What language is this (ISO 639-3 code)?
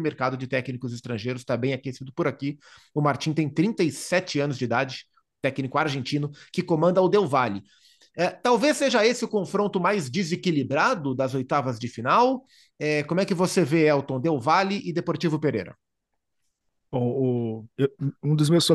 por